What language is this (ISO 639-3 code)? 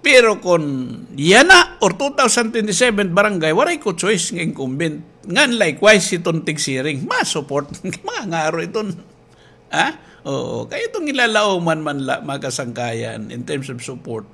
war